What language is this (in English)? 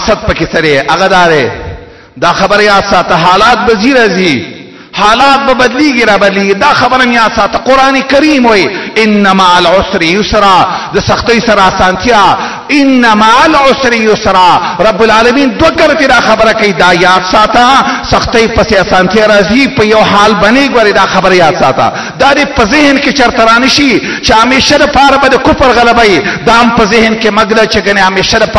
Pashto